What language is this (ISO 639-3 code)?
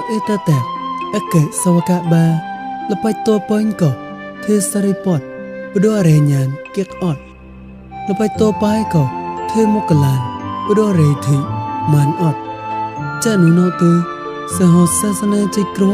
mnw